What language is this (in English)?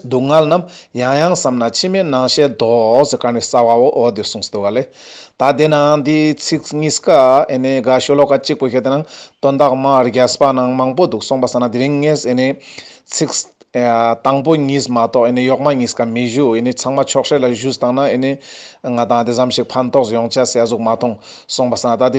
Ladakhi